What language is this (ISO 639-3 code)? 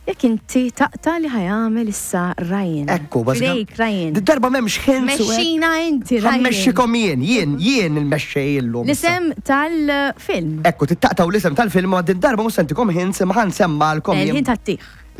mlt